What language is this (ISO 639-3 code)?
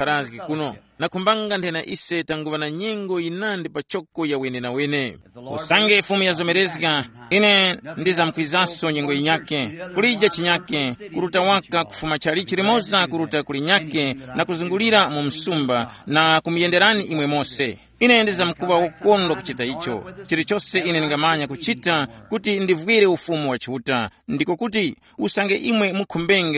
tum